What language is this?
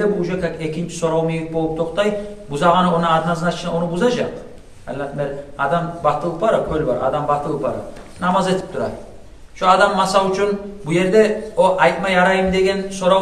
Kumyk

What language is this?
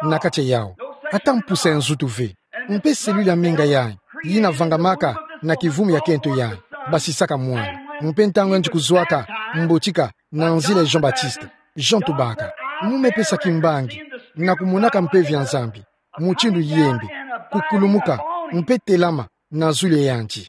Kituba (Democratic Republic of Congo)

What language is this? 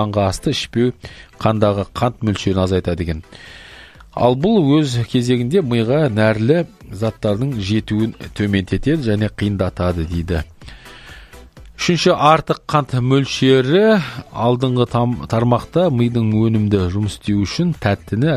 Kazakh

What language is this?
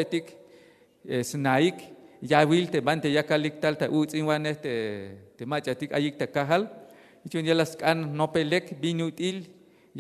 Tzeltal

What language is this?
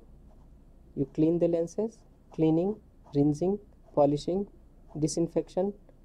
English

